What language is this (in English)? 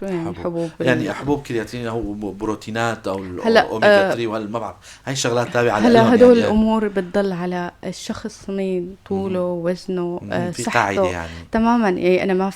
North Levantine Arabic